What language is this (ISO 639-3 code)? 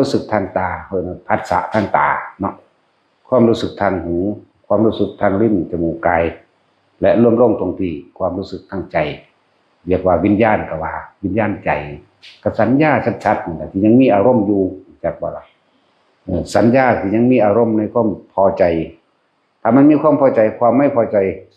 tts